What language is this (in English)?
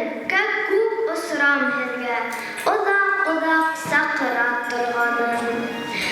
Bashkir